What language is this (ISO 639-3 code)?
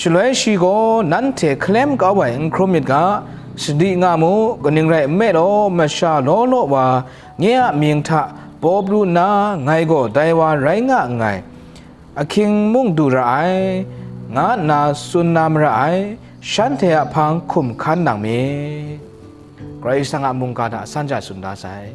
kac